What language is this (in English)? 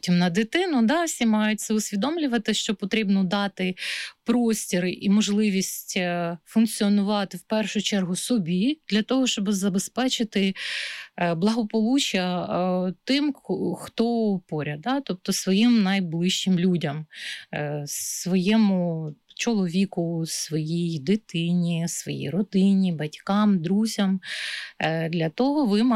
Ukrainian